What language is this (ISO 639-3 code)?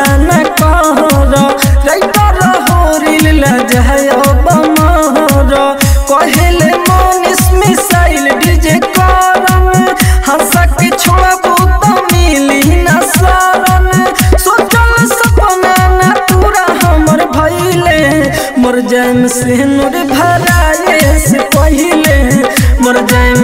bho